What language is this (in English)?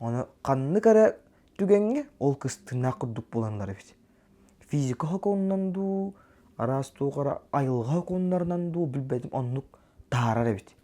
Yakut